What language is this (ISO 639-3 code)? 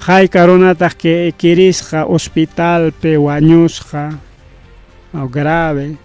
quy